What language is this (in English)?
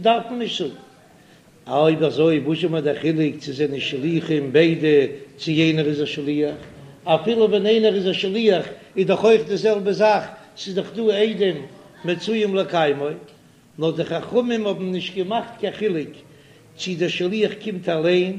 Yiddish